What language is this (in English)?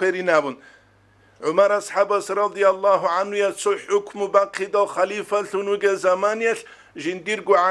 Avaric